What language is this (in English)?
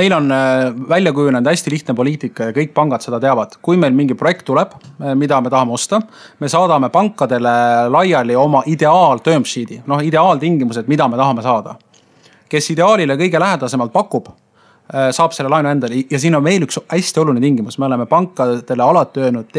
Estonian